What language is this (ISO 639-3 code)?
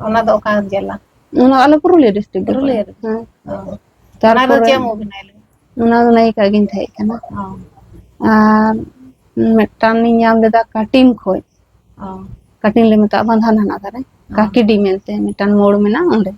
sat